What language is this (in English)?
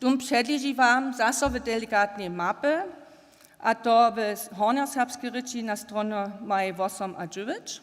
Upper Sorbian